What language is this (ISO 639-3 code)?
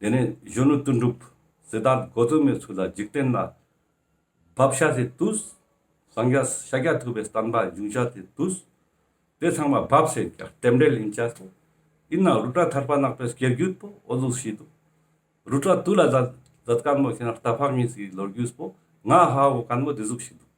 lbj